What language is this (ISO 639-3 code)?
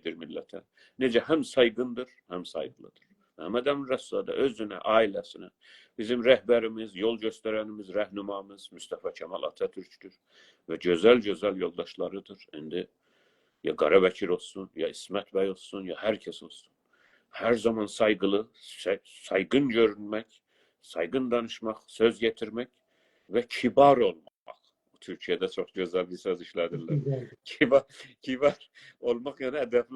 azb